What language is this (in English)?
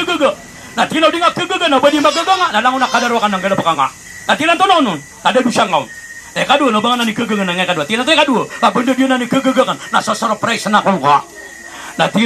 Maranao